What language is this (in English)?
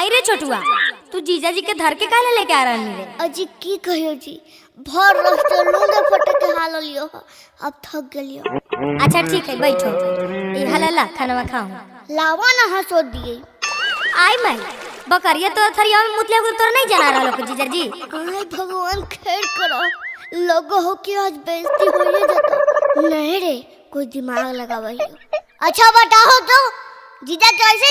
Magahi